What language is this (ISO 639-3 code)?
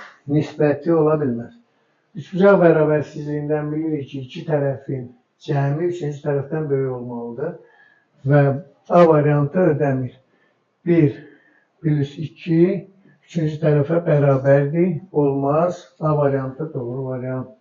aze